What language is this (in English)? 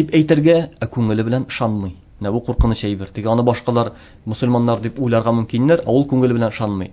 Tatar